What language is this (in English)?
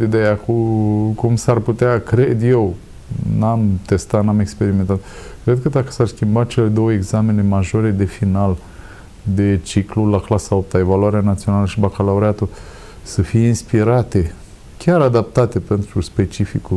Romanian